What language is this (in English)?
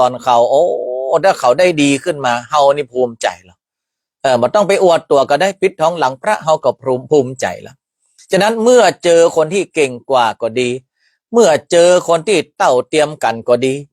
Northern Thai